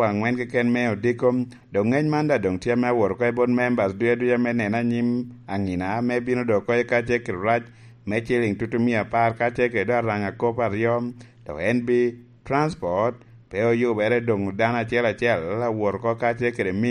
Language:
Lango (Uganda)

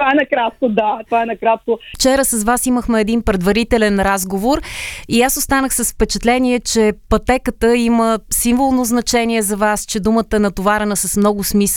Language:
Bulgarian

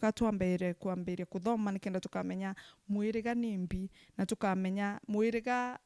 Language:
Meru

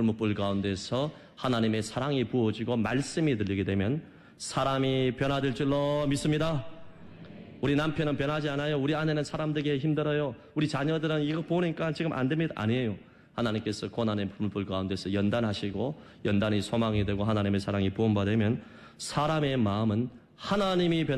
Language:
Korean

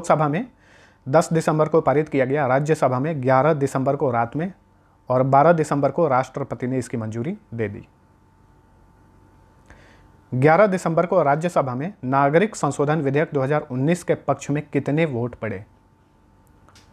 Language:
Hindi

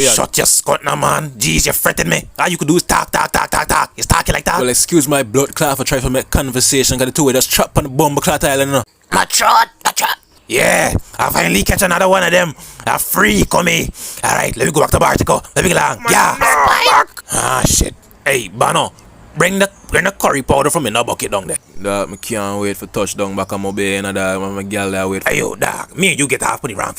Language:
Jamaican Creole English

